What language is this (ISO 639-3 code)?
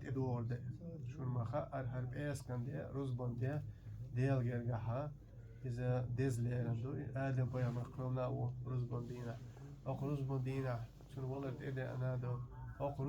che